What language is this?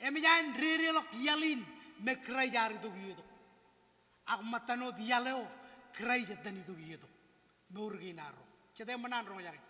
Marshallese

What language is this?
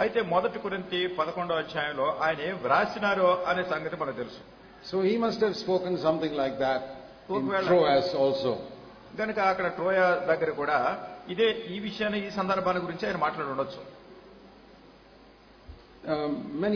Telugu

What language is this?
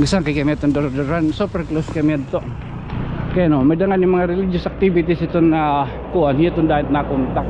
Waray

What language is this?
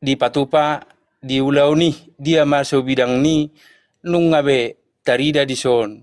Batak Toba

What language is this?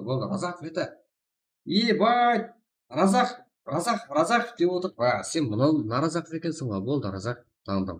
Kara-Kalpak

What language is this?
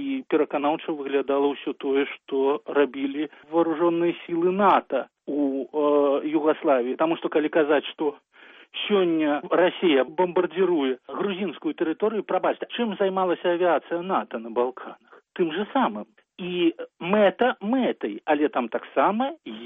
Belarusian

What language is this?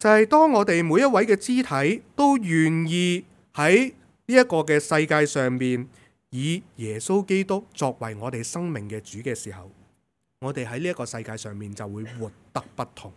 Cantonese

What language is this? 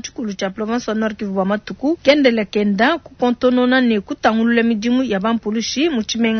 Luba-Lulua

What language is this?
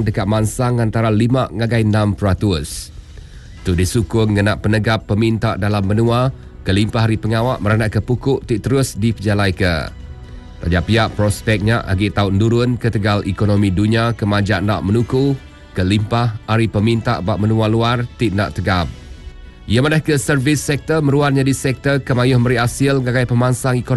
Iban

